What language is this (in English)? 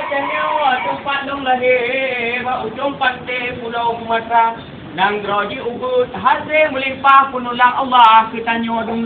Achinese